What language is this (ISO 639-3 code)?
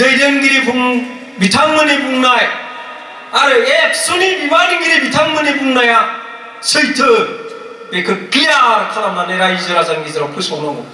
brx